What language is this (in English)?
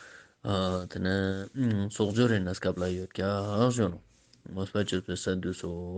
Ladakhi